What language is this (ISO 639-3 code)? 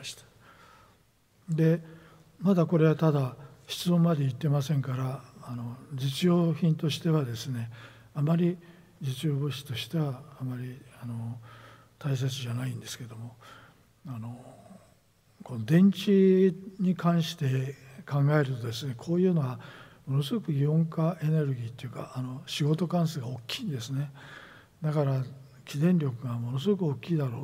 jpn